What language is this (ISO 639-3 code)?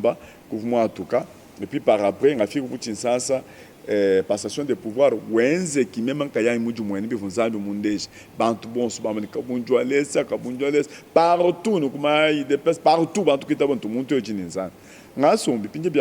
lua